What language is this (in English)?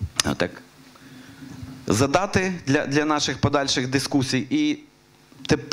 Ukrainian